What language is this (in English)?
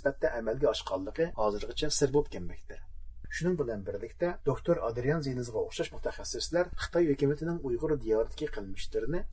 Uyghur